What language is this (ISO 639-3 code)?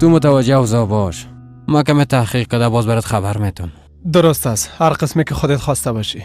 fas